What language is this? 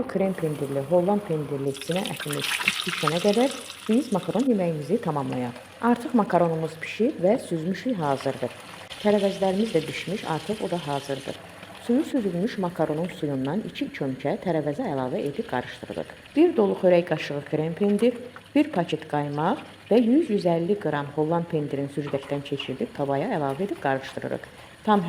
Azerbaijani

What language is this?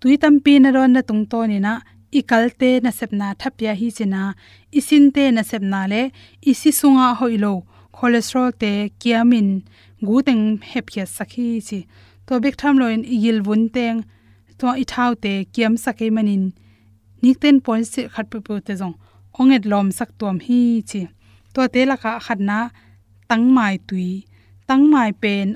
Tedim Chin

